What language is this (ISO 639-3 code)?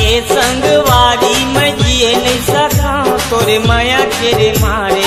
hne